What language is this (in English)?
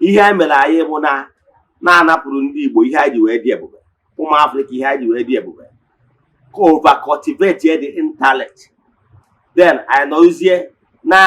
Igbo